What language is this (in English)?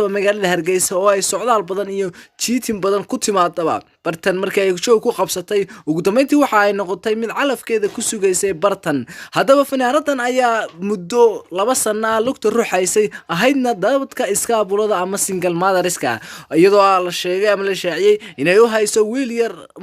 Somali